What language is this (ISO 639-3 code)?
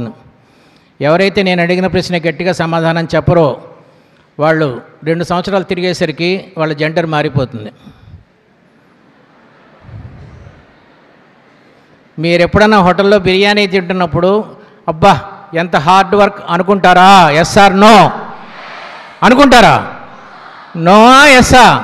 tel